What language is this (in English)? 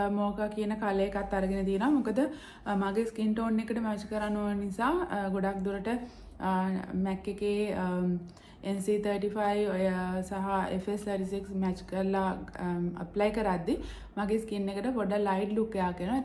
Sinhala